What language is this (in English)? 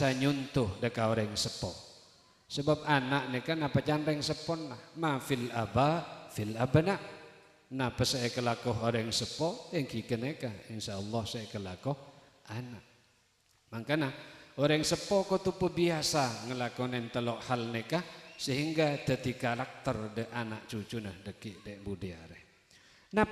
Madurese